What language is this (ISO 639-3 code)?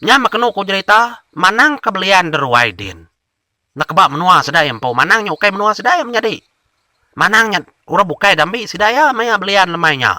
iba